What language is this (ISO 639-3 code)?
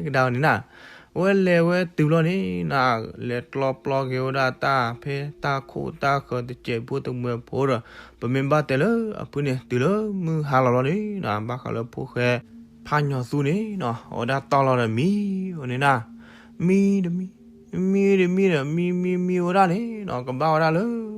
ksw